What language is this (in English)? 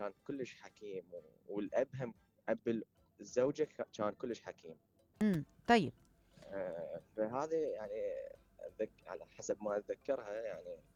Mesopotamian Arabic